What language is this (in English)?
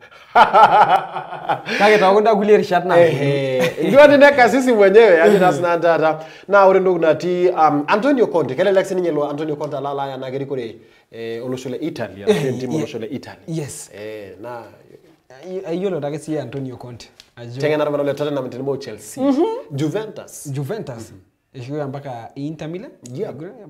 Masai